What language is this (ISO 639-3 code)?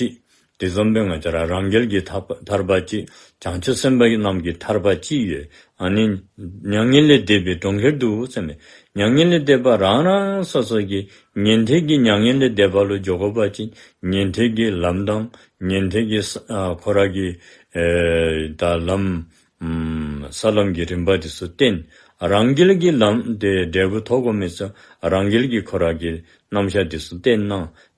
dzo